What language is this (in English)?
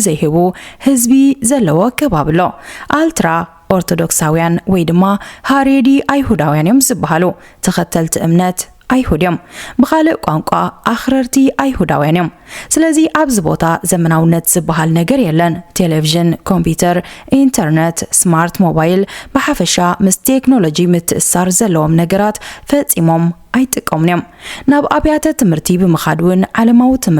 Tigrinya